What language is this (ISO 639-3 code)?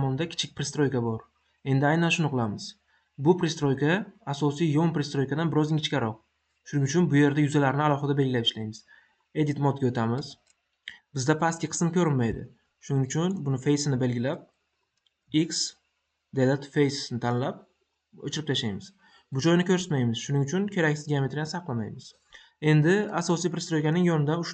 uzb